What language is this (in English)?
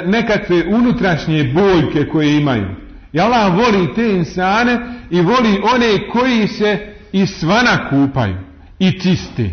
Bosnian